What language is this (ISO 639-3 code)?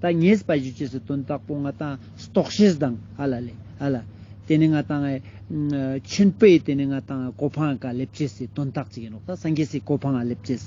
lbj